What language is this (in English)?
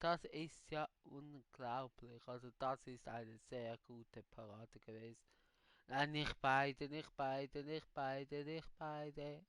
Swiss German